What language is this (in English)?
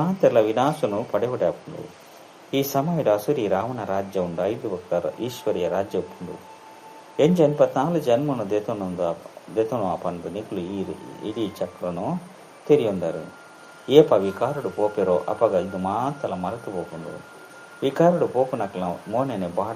Tulu